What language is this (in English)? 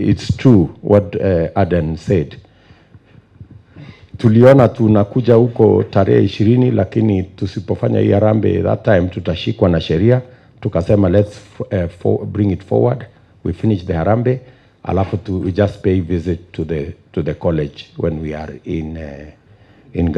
Swahili